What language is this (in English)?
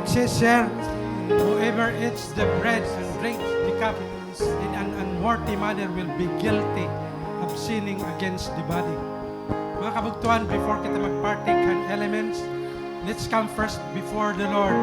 Waray